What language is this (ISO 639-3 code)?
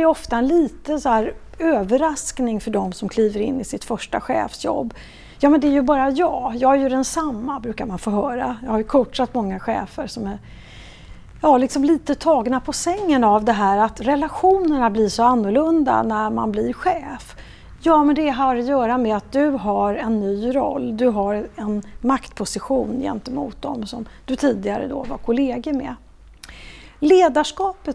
swe